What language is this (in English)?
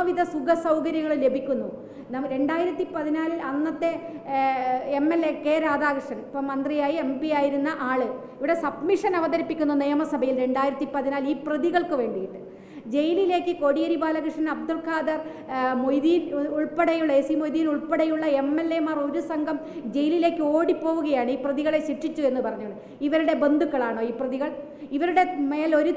Malayalam